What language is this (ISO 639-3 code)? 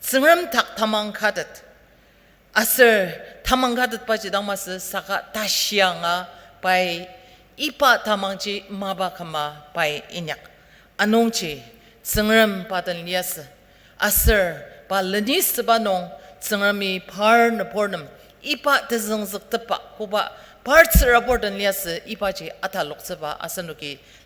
njo